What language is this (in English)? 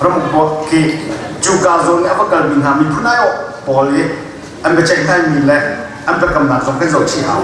Hakha Chin